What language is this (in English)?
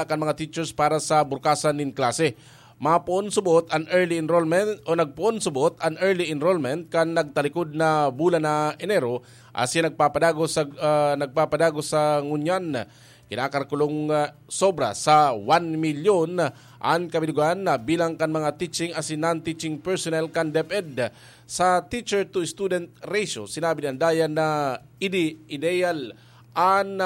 Bikol